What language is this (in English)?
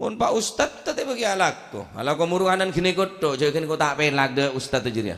Madurese